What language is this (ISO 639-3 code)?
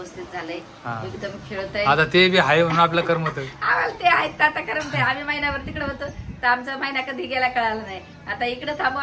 mar